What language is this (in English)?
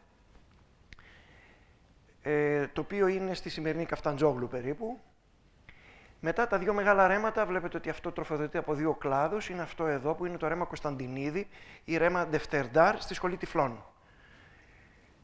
Greek